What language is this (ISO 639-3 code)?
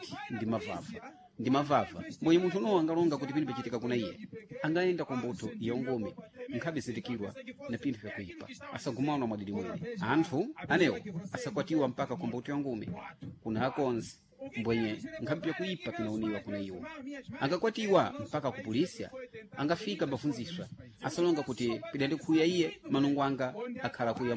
seh